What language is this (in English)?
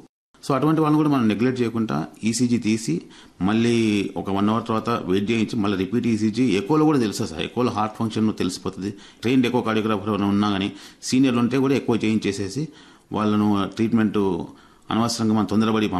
Telugu